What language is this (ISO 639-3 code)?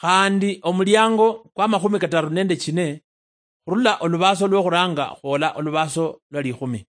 luy